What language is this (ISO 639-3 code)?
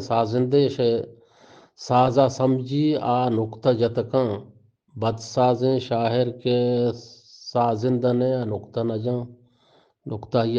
bgp